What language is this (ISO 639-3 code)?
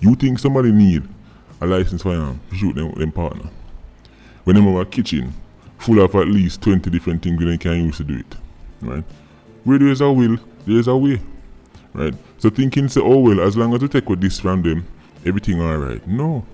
jam